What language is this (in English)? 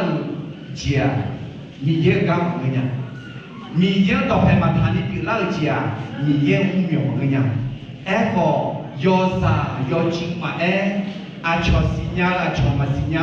Akha